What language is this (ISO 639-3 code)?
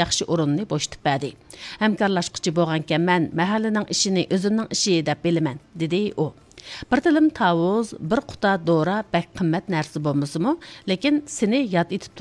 uig